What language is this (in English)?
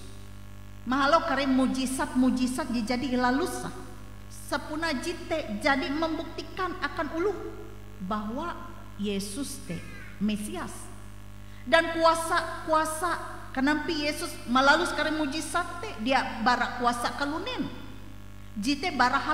Ngaju